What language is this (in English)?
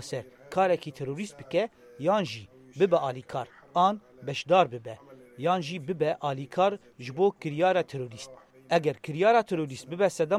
Kurdish